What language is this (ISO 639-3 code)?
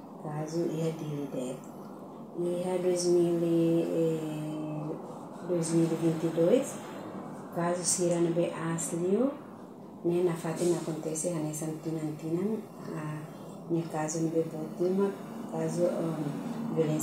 tet